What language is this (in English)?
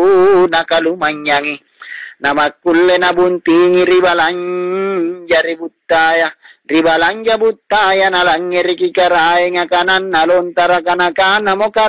Makasar